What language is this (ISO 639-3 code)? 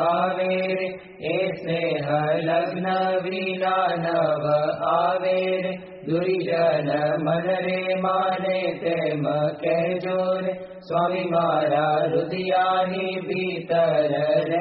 guj